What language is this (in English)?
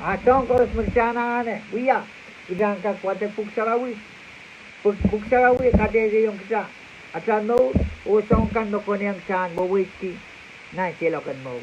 Pohnpeian